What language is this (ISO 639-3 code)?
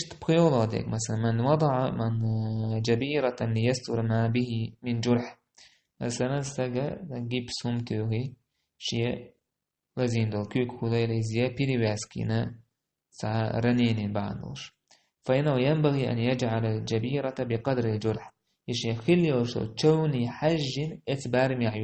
che